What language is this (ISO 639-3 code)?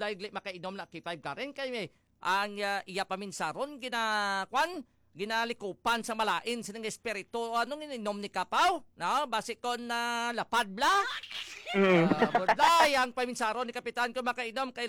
hil